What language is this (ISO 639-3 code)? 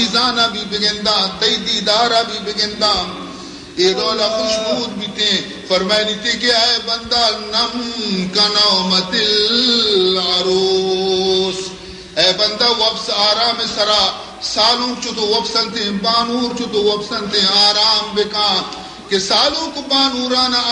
bal